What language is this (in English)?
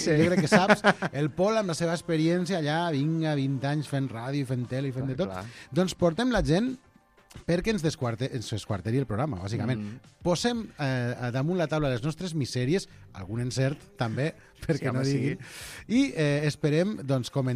Catalan